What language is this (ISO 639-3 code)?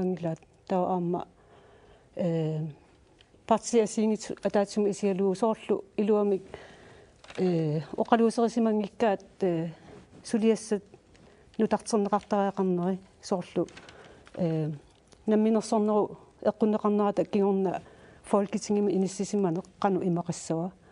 kal